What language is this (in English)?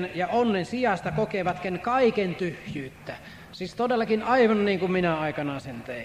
Finnish